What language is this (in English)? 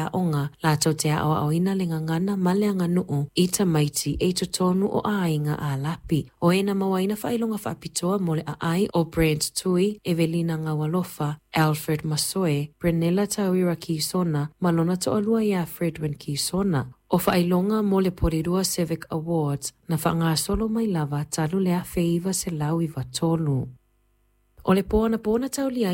Samoan